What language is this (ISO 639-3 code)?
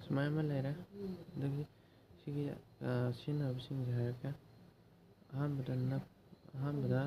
mni